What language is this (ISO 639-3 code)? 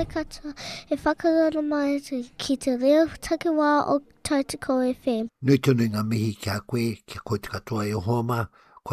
mri